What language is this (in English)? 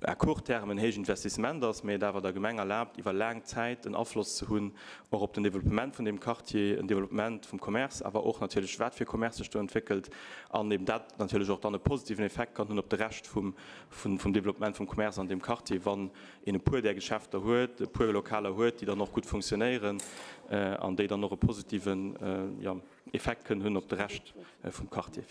Luxembourgish